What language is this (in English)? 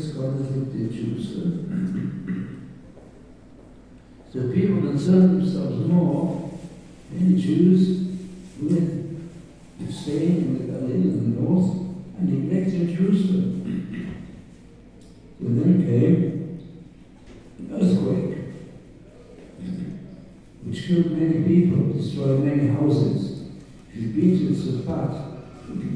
English